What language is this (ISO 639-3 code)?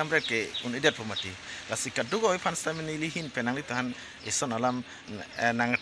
mjw